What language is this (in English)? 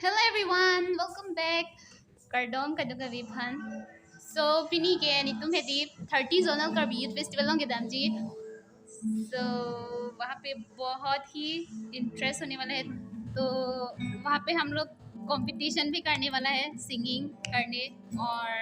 Karbi